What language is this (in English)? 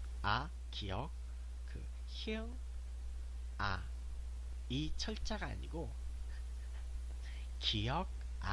Korean